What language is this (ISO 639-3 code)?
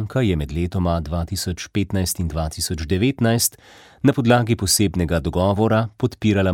slv